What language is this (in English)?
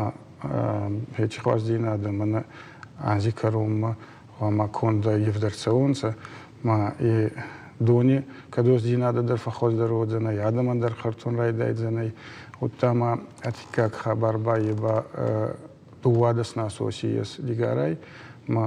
Ossetic